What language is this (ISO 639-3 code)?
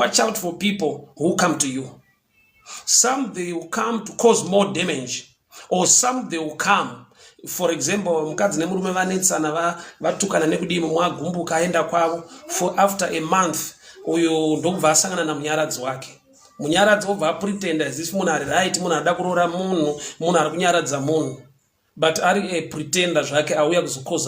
sna